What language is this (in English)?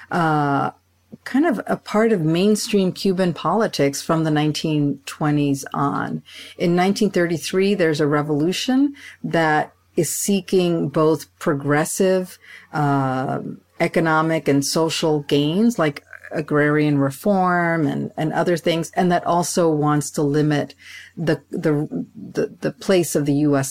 English